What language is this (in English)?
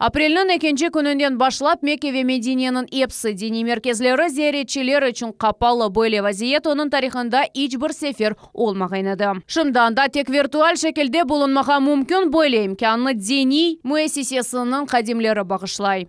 Crimean Tatar